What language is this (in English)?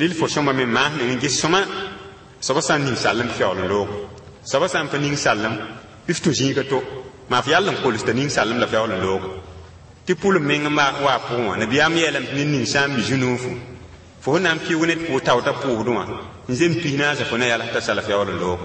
Mossi